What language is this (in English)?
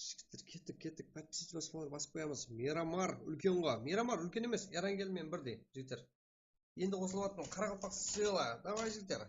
Kara-Kalpak